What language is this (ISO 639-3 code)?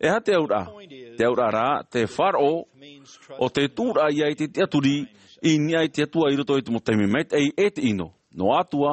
tah